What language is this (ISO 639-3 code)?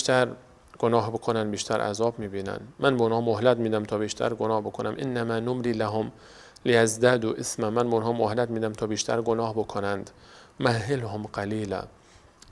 fas